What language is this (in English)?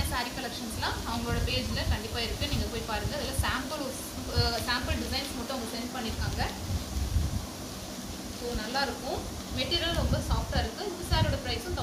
Tamil